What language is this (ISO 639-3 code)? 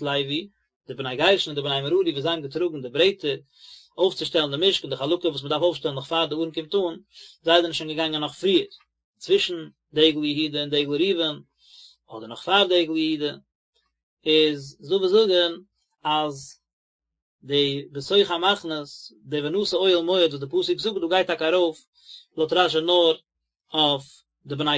yid